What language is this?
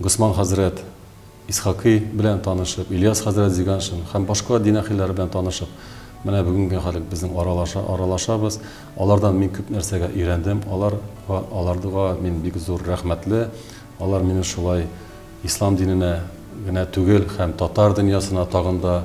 Tatar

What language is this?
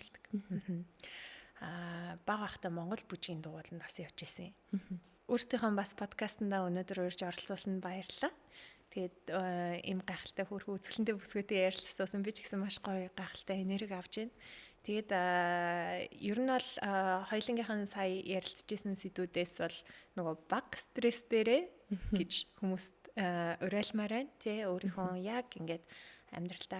Mongolian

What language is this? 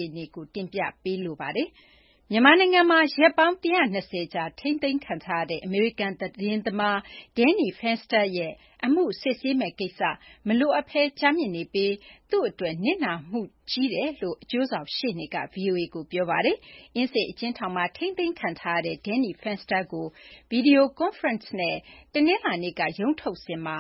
Burmese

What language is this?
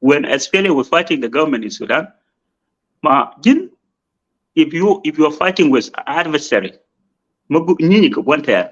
Nuer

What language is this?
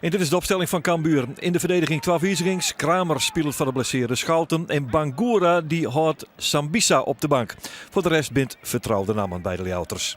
Western Frisian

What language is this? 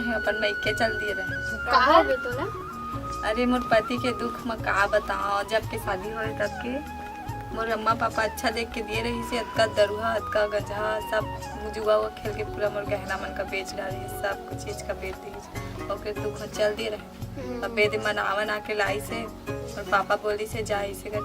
Chhattisgarhi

